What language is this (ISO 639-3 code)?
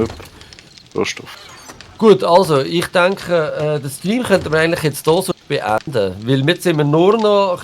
gsw